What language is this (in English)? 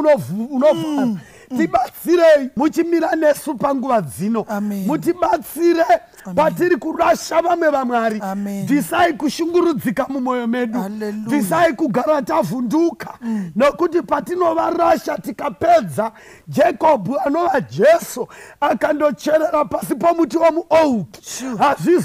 Shona